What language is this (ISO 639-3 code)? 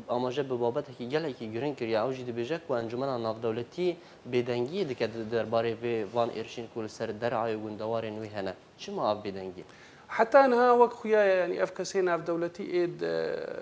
kur